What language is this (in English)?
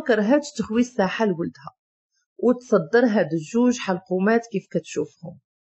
Moroccan Arabic